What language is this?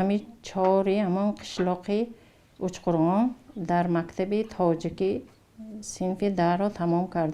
Tajik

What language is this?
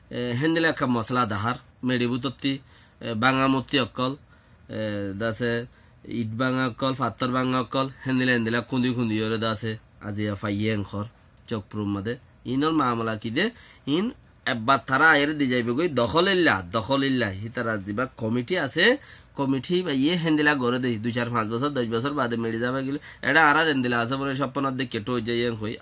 Rohingya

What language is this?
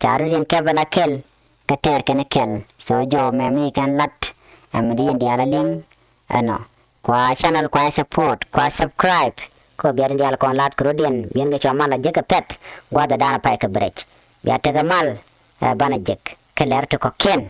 Nuer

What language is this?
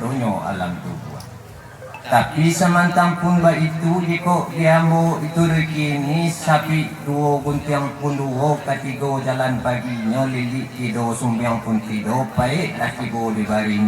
Minangkabau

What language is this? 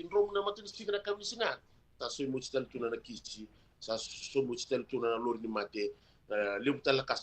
Fijian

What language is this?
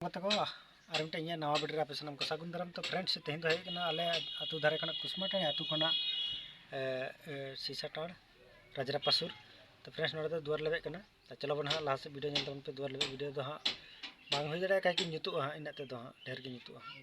Santali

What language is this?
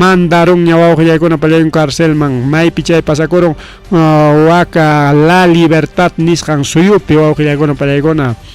Ayacucho Quechua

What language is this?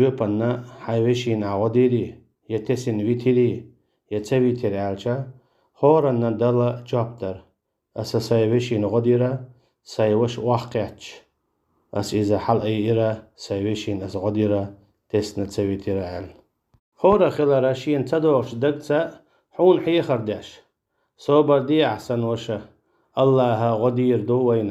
Chechen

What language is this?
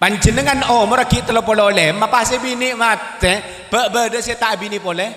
Madurese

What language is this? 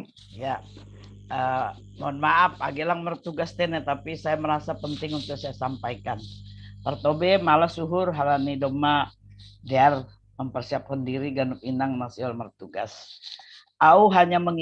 Batak Simalungun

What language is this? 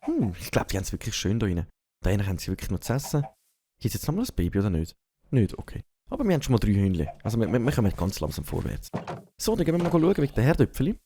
Swiss German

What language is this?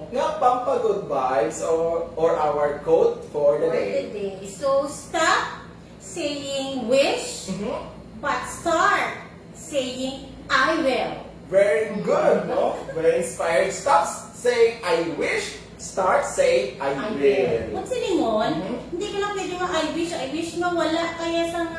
Hiligaynon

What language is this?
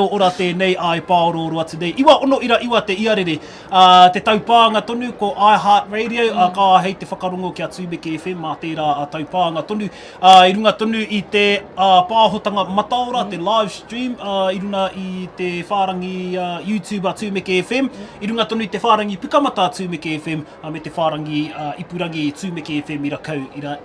Māori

